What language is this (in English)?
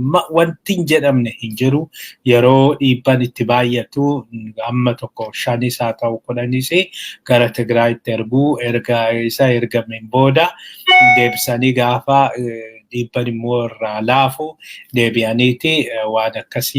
Oromo